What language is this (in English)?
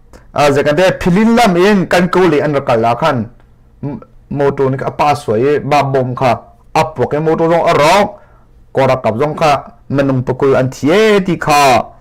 Hakha Chin